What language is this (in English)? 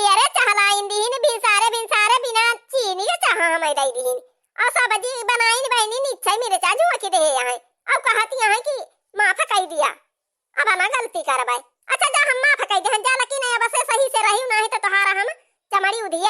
Awadhi